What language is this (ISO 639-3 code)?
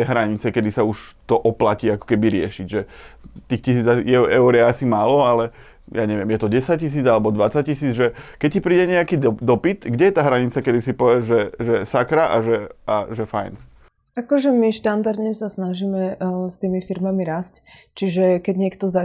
slk